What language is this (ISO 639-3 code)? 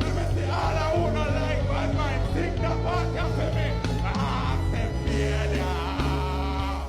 jam